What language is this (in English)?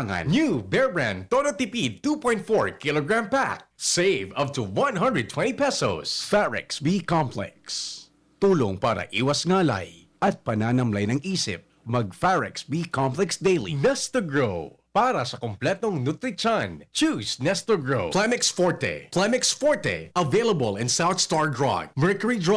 Bikol